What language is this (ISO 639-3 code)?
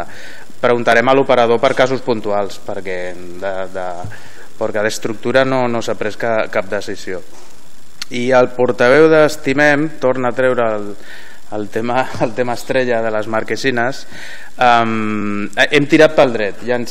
cat